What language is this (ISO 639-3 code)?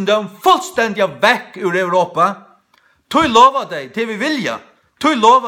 fao